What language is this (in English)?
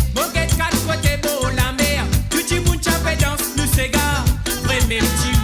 Morisyen